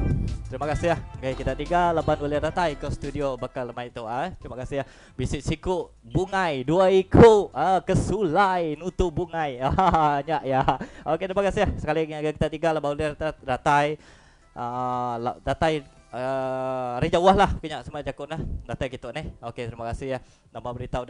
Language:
Iban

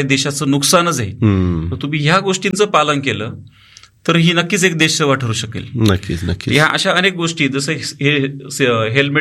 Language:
Marathi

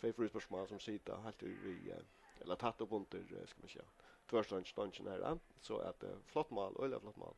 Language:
Faroese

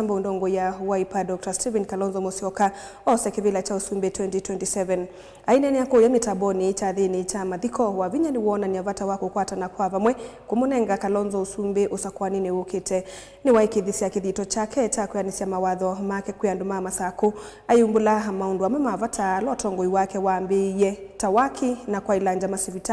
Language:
Kamba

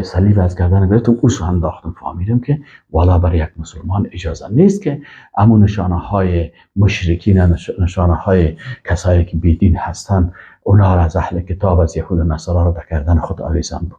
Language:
Persian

